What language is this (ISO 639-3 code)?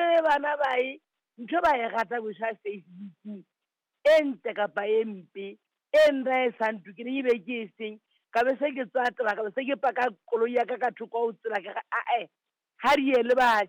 sot